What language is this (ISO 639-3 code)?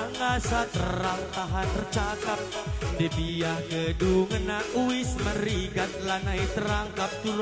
btx